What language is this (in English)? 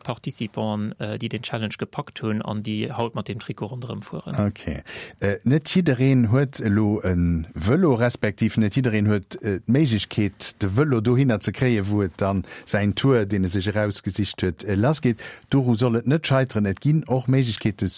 Luxembourgish